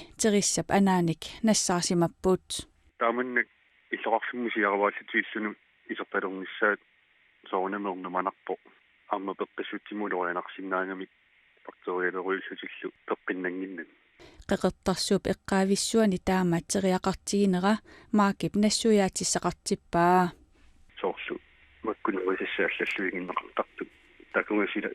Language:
Kalaallisut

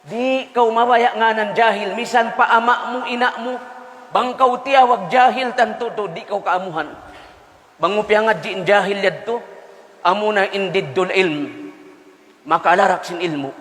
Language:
Tausug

